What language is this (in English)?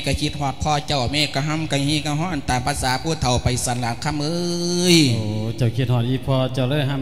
Lao